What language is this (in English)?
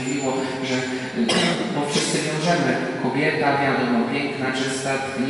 Polish